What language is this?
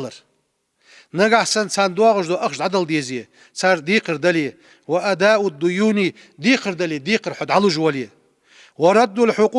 Ingush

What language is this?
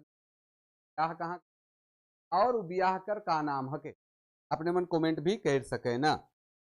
Sadri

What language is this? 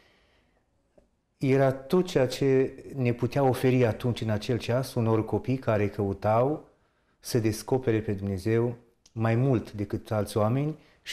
Romanian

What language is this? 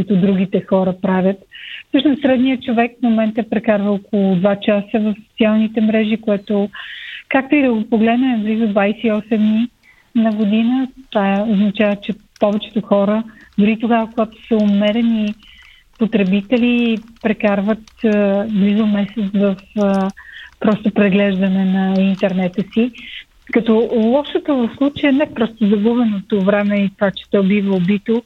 Bulgarian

